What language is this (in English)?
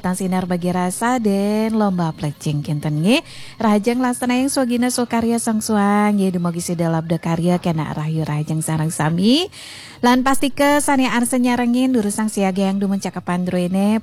Balinese